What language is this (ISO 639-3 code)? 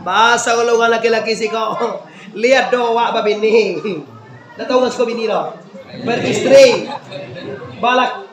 min